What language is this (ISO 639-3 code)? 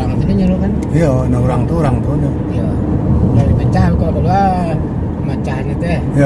min